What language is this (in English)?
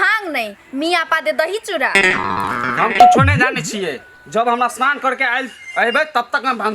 Maithili